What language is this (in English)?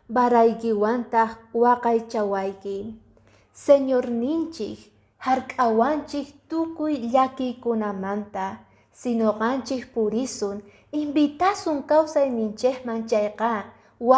Quechua